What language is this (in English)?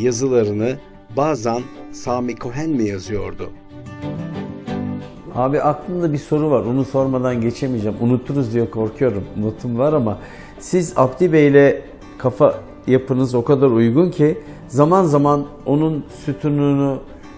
Turkish